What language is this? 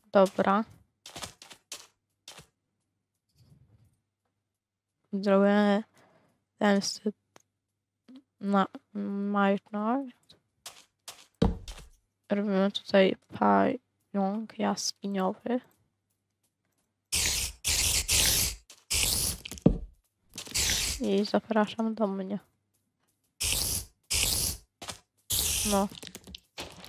Polish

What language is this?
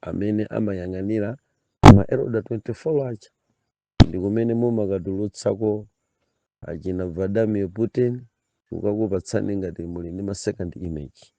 Nyanja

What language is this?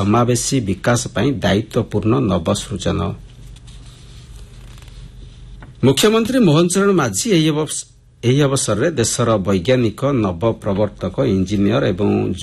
Odia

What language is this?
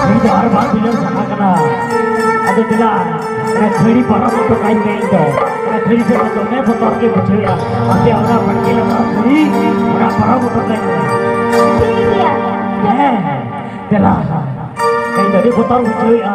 Santali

